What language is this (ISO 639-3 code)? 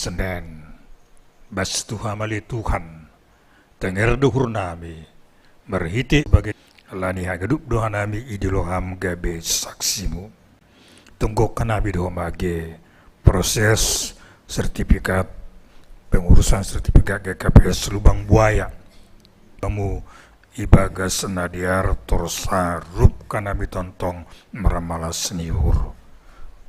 bts